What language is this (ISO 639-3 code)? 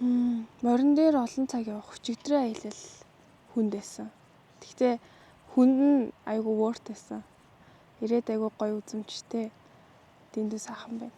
mon